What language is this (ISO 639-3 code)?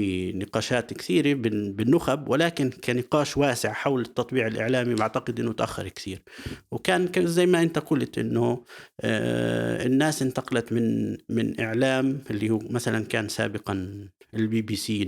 apc